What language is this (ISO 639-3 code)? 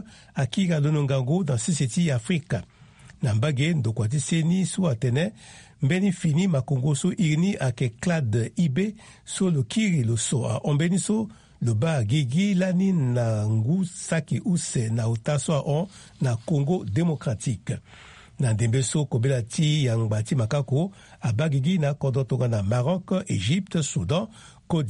sag